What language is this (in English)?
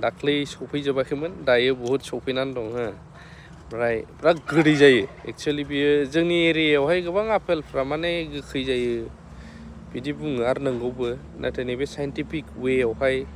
Bodo